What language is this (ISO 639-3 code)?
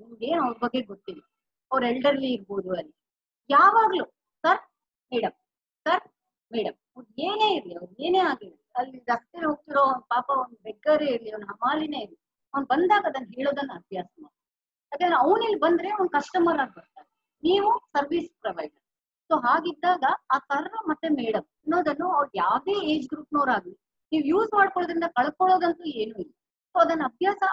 kan